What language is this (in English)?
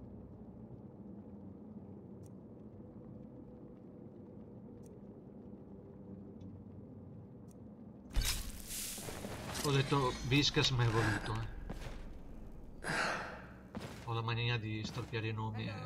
Italian